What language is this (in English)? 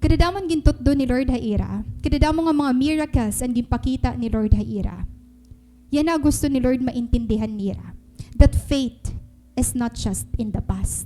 Waray